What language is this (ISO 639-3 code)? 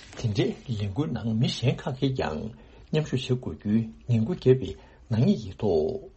bod